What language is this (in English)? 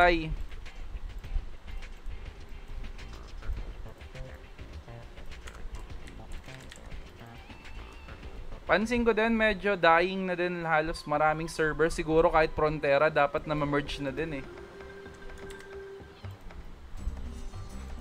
Filipino